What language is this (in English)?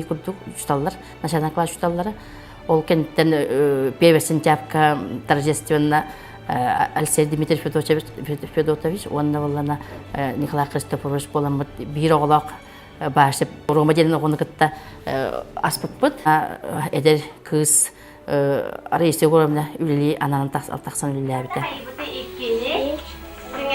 Yakut